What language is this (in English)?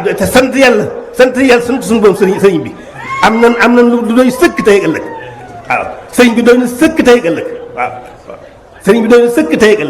Wolof